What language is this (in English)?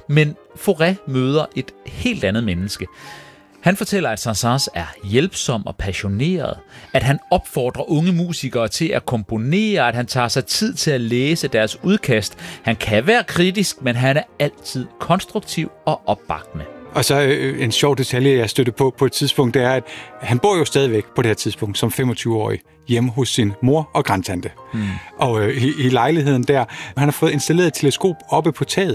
Danish